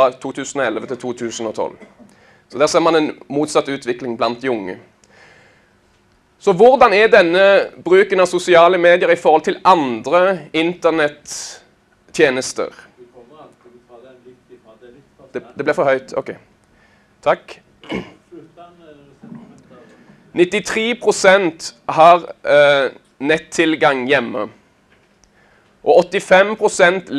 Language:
Norwegian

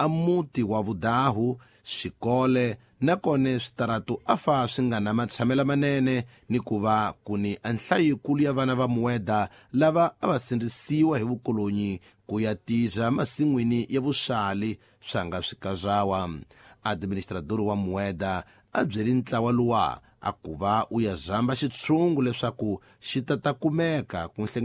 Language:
Tsonga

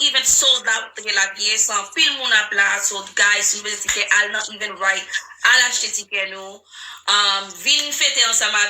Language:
Haitian Creole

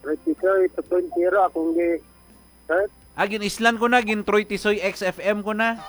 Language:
Hiligaynon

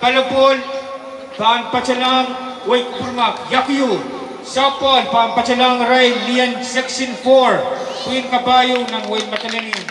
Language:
Pohnpeian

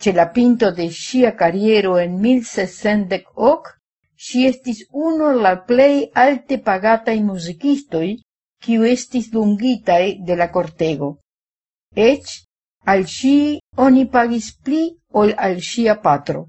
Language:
Esperanto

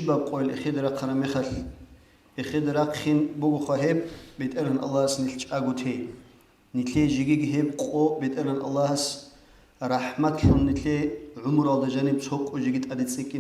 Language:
Avaric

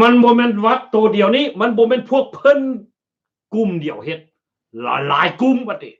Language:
Lao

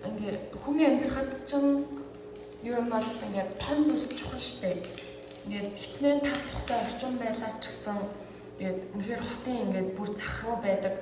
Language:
Mongolian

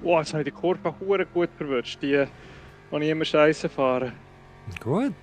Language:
Swiss German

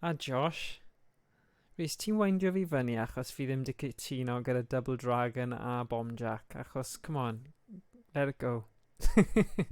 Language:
Welsh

